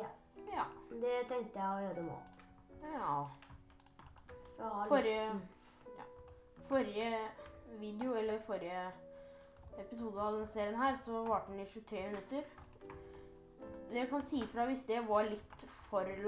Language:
Norwegian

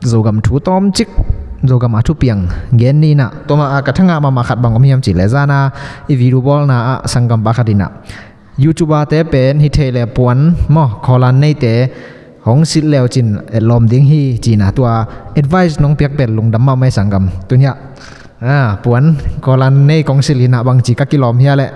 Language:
Tedim Chin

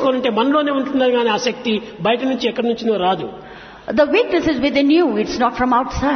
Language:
Telugu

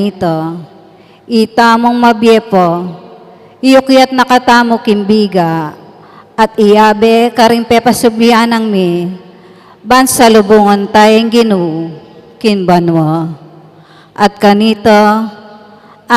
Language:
Pampanga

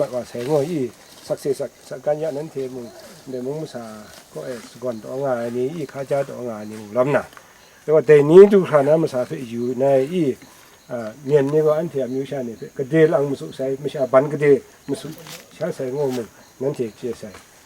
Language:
Kachin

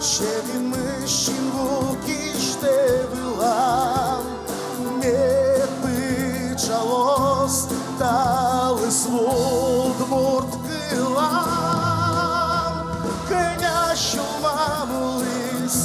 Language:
Udmurt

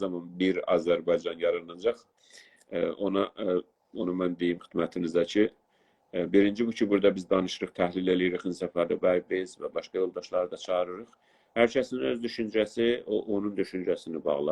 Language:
South Azerbaijani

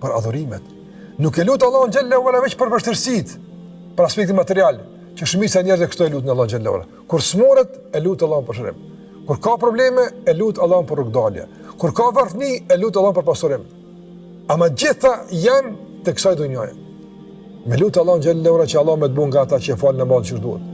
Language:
Albanian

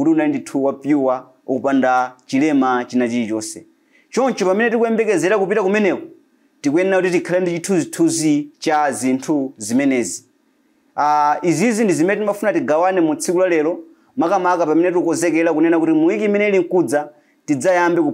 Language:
Nyanja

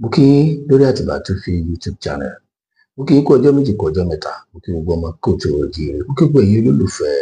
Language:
Yoruba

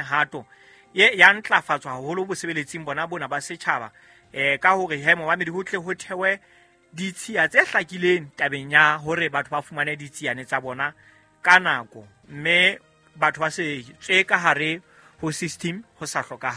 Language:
Southern Sotho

